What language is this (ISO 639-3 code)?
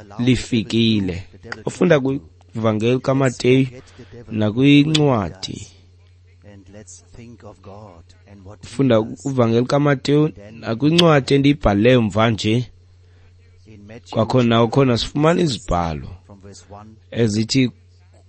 xho